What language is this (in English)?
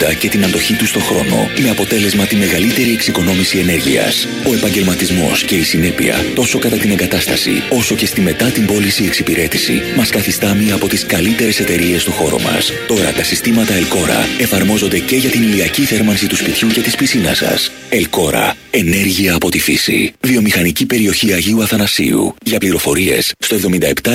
Greek